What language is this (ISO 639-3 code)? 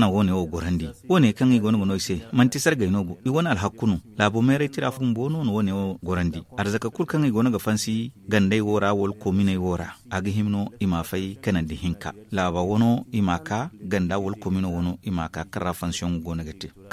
dje